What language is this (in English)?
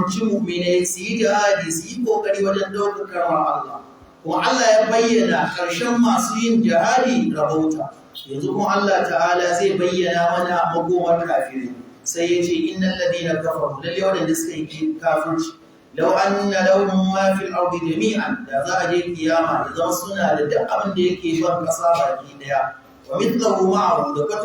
Hausa